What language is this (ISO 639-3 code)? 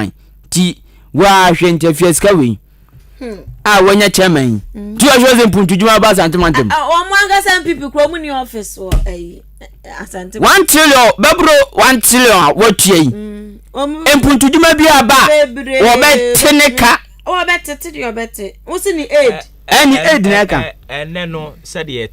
aka